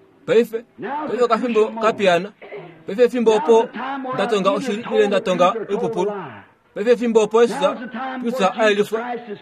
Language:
Kuanyama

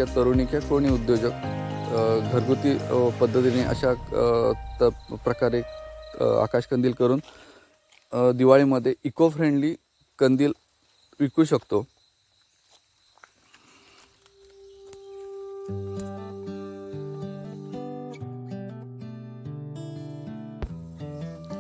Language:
Marathi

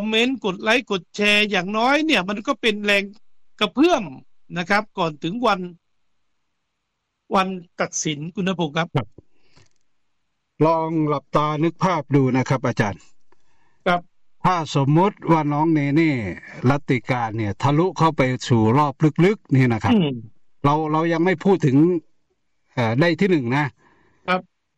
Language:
Thai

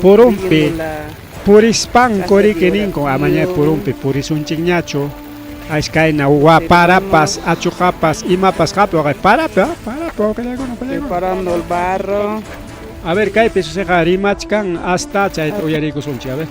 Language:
Ayacucho Quechua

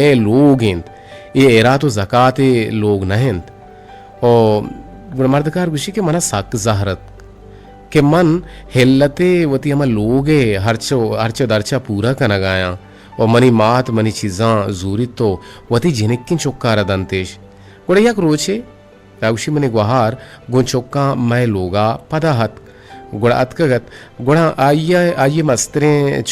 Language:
Eastern Balochi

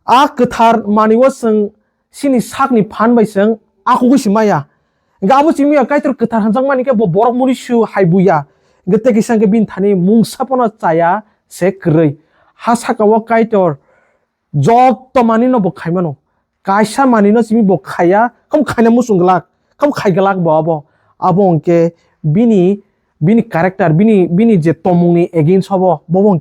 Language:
Kok Borok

